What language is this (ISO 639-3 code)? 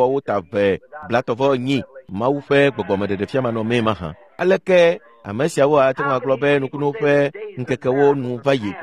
ewe